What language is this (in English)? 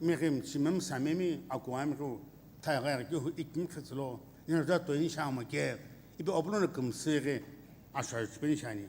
Sumi Naga